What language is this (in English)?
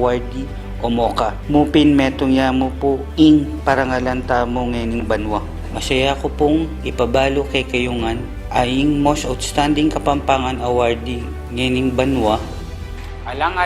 Pampanga